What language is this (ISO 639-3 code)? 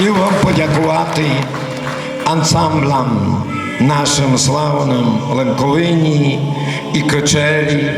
rue